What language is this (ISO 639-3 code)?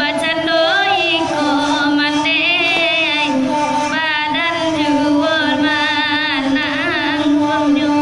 min